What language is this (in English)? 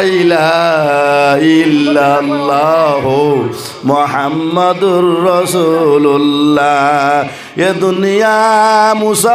Sylheti